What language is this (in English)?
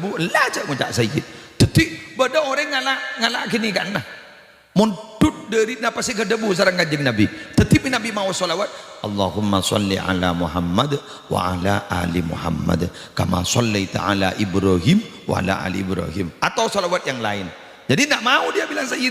Madurese